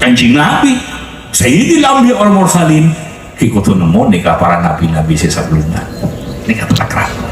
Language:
Madurese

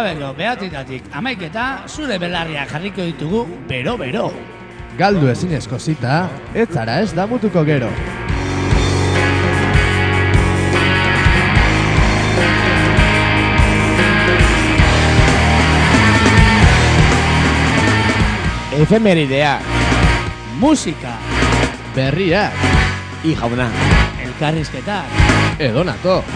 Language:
Basque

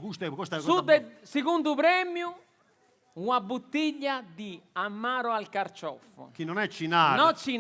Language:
Sardinian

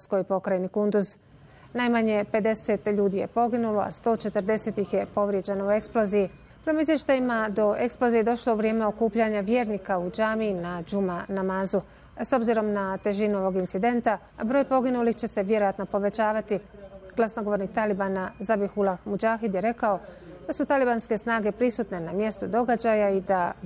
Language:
Bosnian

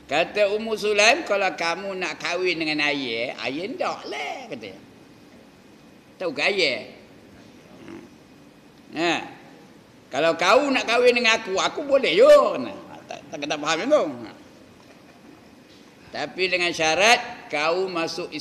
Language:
Malay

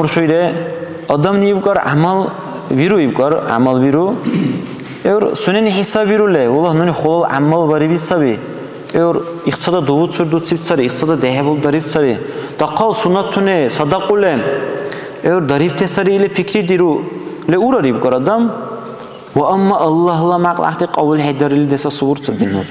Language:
Dargwa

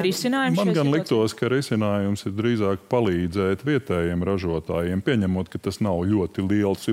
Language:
Latvian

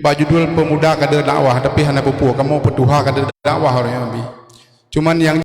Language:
Achinese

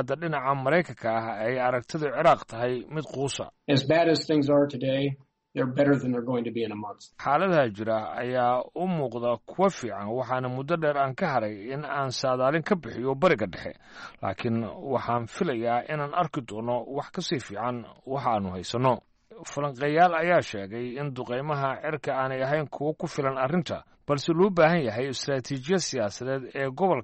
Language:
Somali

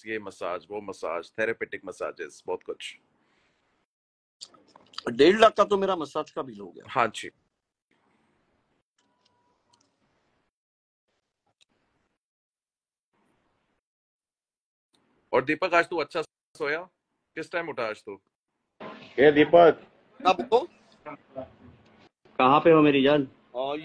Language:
Hindi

